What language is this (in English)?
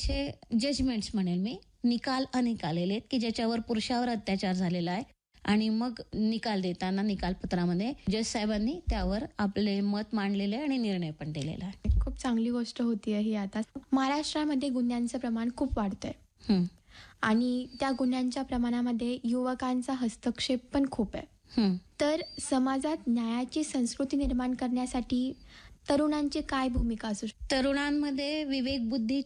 Marathi